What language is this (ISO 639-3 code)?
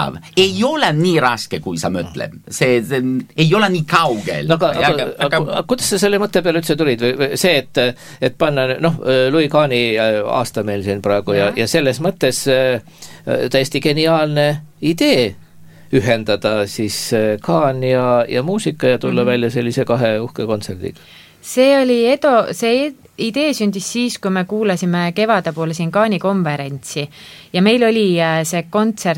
est